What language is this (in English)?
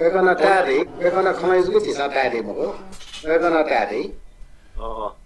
Newari